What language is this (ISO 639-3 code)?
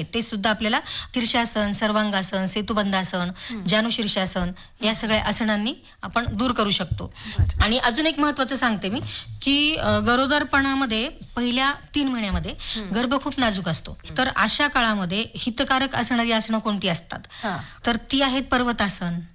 mar